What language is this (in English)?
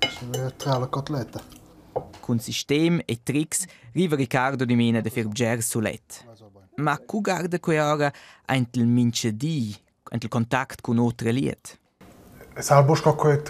Romansh